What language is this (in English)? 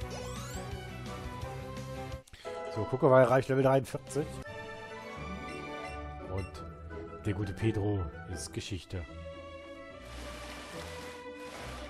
German